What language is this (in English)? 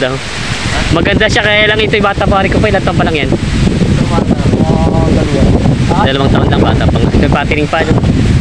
Filipino